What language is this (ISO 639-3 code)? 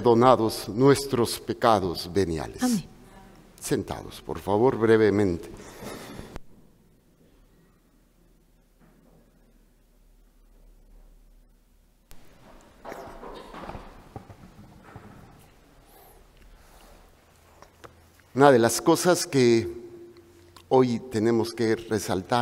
spa